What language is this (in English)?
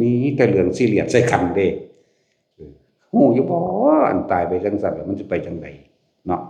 Northeastern Thai